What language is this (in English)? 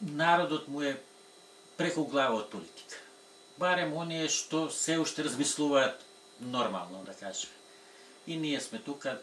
Macedonian